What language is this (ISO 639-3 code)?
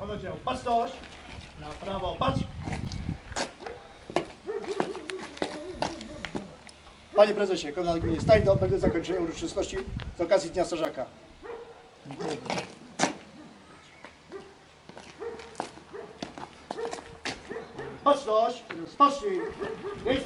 pol